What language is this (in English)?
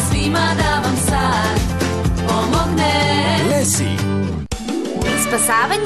Serbian